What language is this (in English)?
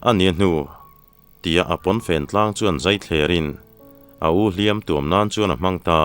Mizo